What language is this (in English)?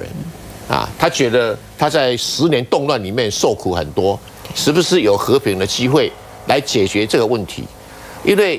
Chinese